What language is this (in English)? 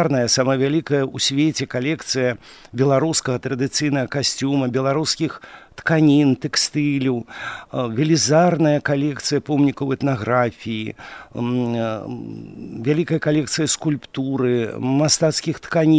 Belarusian